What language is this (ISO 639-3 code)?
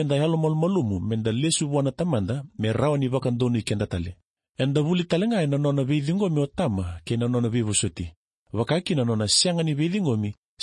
fij